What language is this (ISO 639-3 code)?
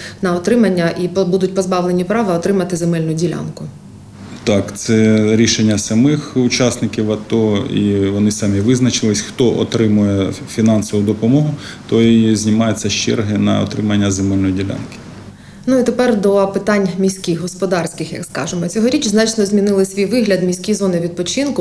ukr